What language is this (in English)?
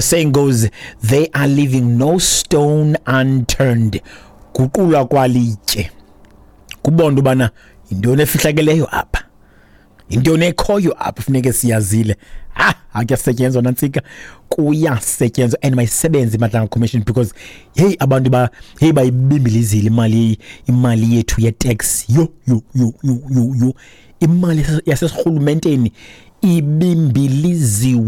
Xhosa